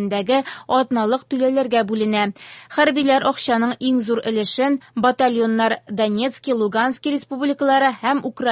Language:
Tatar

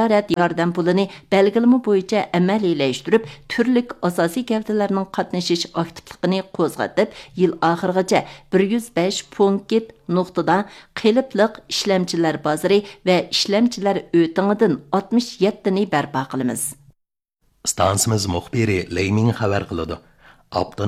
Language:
Uyghur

